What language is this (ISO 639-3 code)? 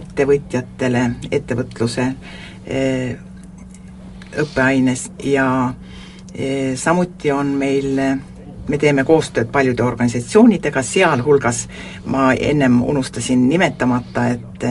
est